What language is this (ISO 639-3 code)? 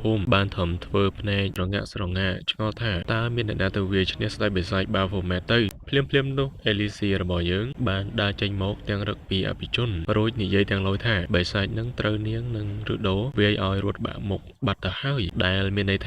khm